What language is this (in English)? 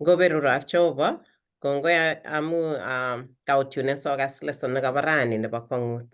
Kalenjin